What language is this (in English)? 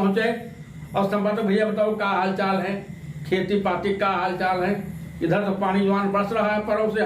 Awadhi